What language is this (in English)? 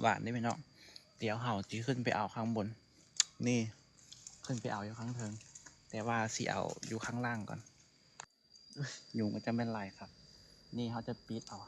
Lao